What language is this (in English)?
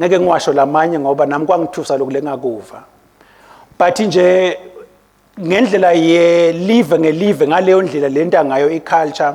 Swati